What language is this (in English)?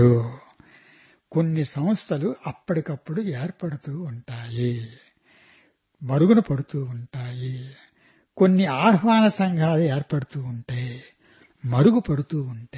Telugu